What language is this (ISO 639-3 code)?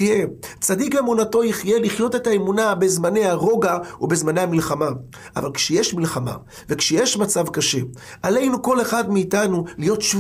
heb